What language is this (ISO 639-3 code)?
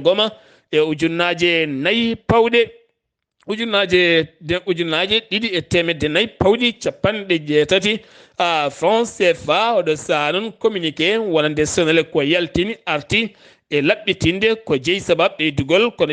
ful